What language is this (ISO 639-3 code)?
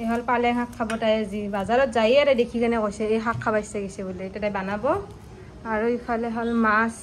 asm